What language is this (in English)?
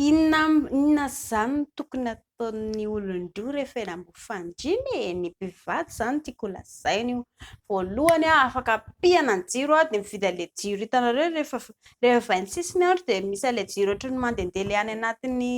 Malagasy